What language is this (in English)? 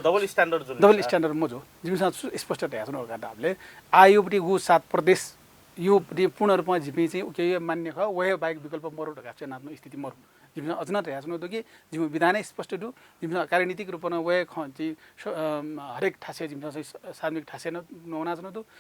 Newari